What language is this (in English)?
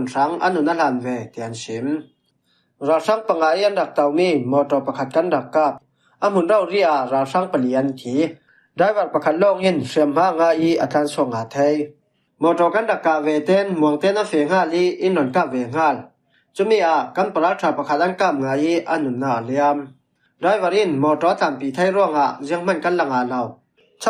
Falam Chin